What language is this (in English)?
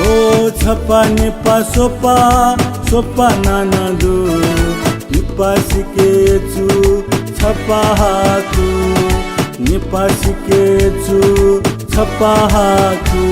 Newari